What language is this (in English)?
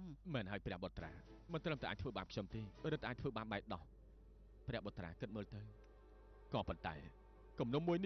Khmer